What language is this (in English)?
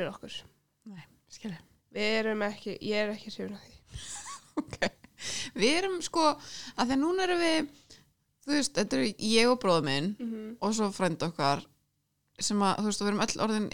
Icelandic